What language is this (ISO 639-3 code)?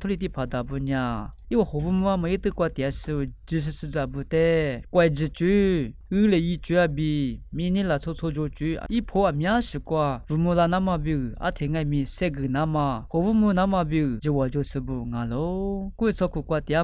lis